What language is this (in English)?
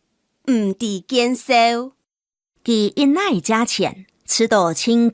Hakka Chinese